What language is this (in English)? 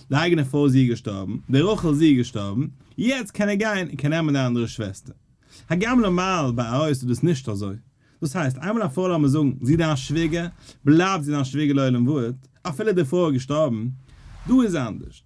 Yiddish